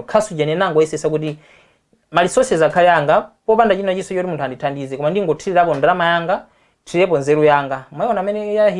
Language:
Nyanja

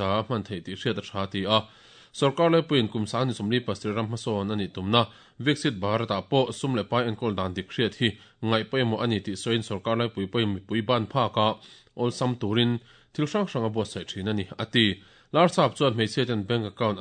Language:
Mizo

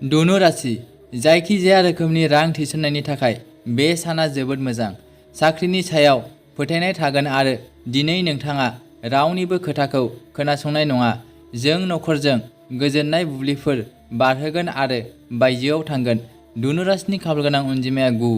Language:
Bodo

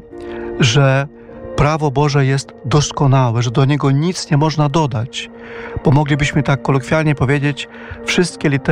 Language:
Polish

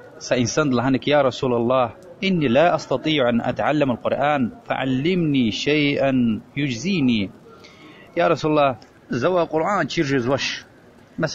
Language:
Lezghian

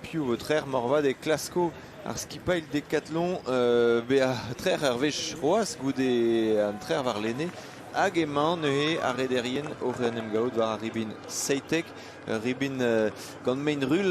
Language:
Breton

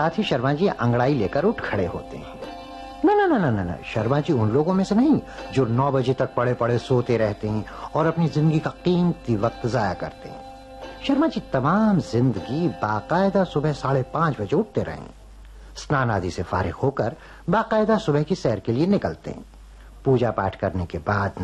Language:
Hindi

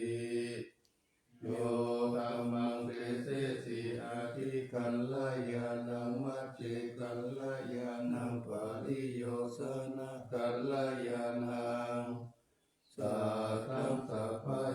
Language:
Pali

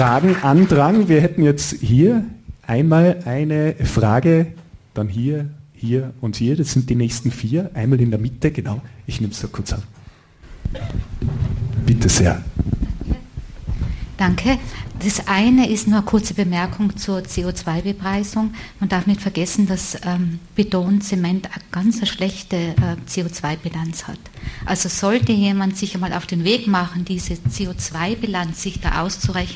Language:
German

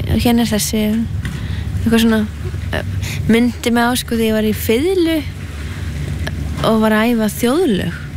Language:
Icelandic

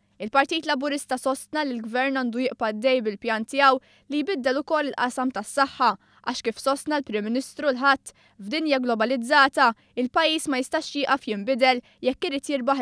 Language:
Maltese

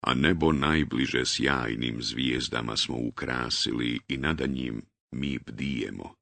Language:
Bosnian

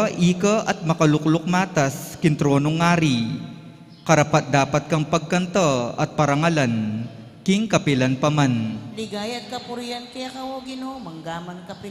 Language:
Pampanga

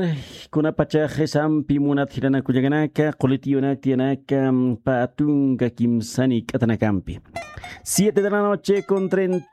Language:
Aymara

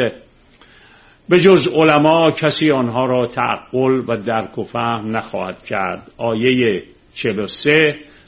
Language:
Persian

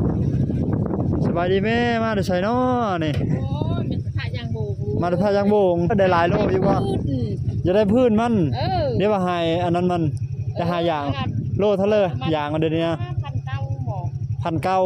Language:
Lao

